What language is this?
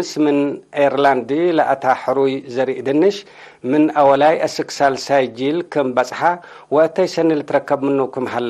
Tigre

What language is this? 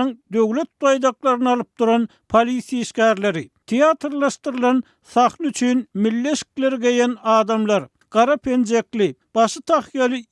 Turkmen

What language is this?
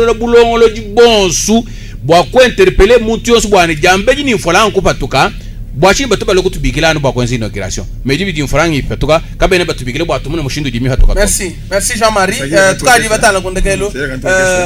Luba-Lulua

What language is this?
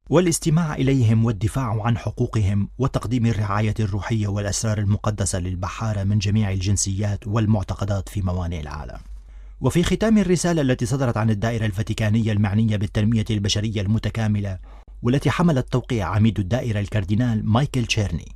Arabic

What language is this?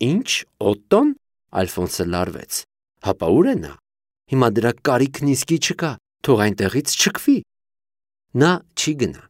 Armenian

